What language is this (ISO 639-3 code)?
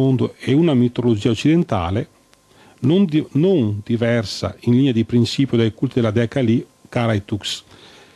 ita